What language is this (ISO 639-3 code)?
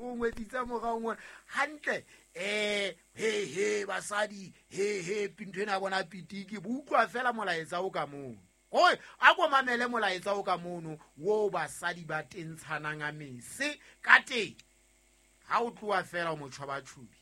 sot